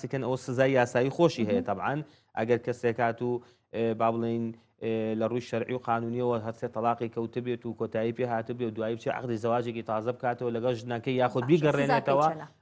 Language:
Central Kurdish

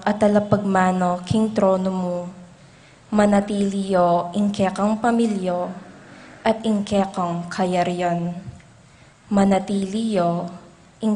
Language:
Pampanga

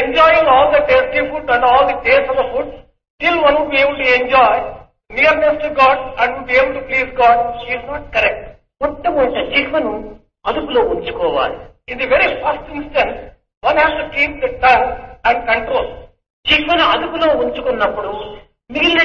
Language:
Telugu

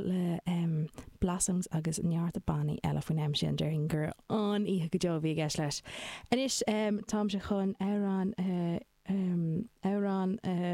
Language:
Irish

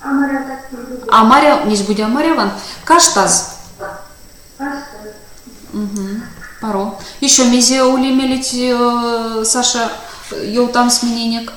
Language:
Erzya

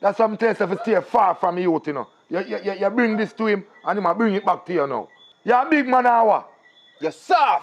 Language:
Jamaican Creole English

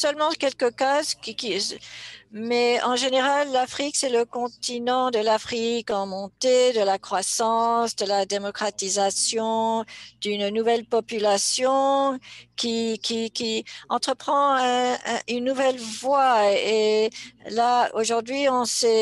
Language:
French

